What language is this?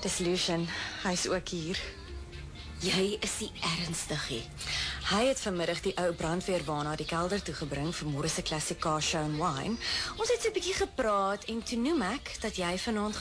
Afrikaans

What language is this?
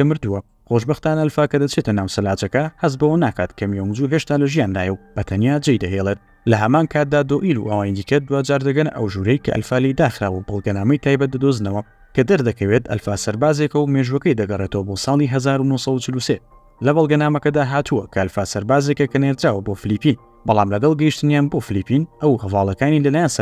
Central Kurdish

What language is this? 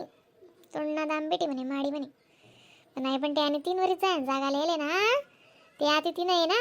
Khandesi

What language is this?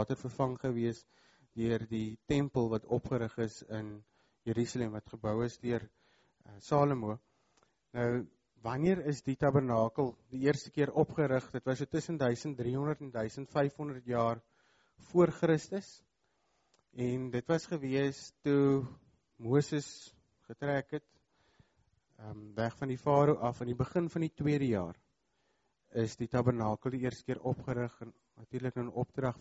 Afrikaans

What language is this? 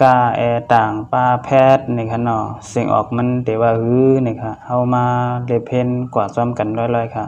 Shan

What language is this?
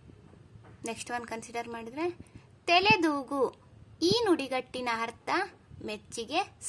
Kannada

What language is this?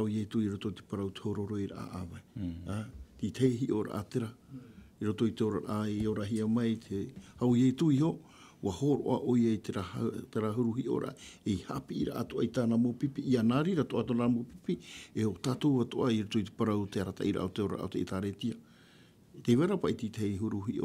Tahitian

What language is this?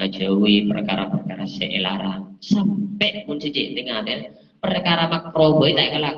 Madurese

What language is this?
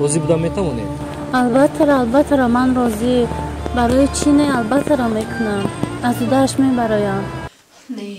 Tajik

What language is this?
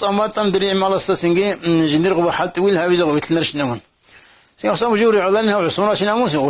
Avaric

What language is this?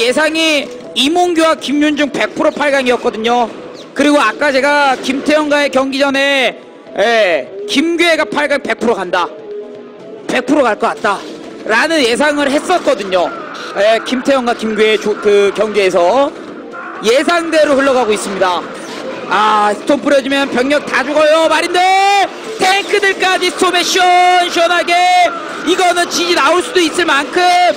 Korean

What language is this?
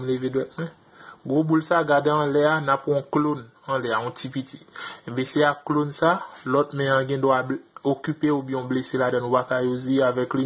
Haitian Creole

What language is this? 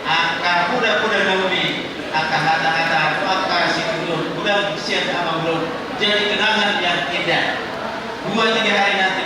Batak Toba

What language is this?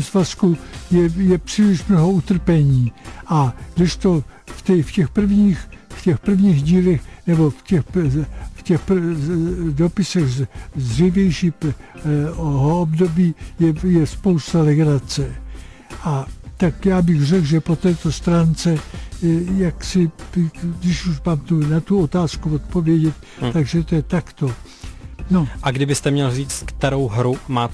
Czech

